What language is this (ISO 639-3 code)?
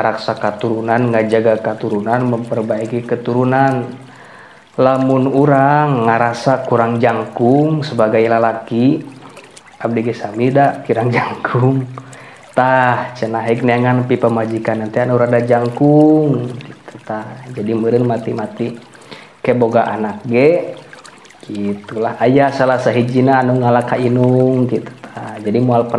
sun